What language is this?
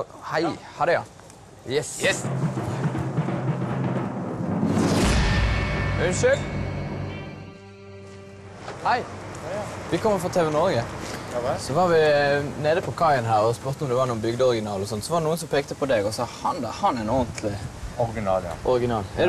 Norwegian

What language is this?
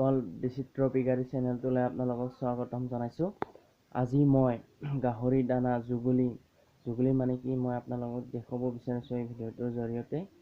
Assamese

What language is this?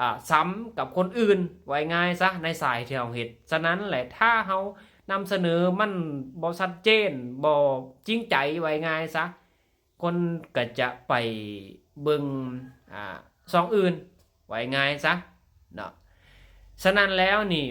Lao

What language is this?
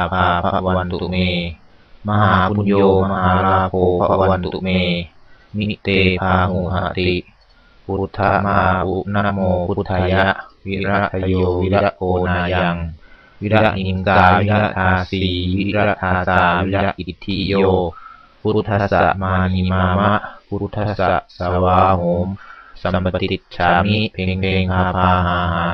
Pali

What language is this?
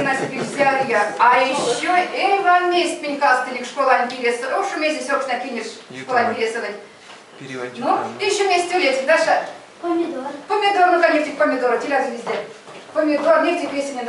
Erzya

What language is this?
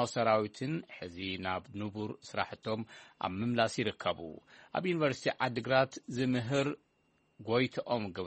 Tigrinya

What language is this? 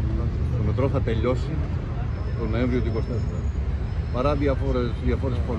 Greek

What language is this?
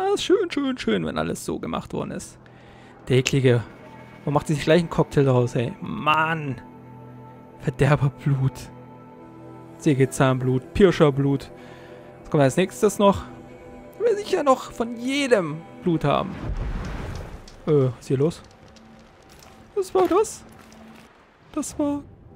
German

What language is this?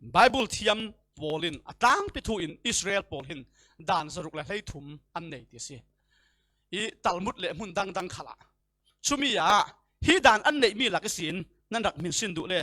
Falam Chin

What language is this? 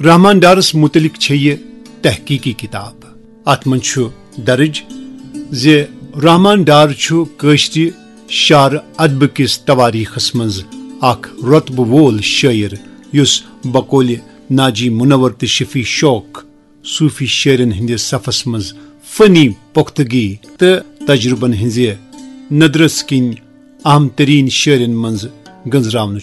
Kashmiri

